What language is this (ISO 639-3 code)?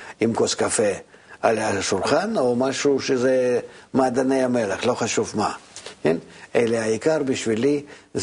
heb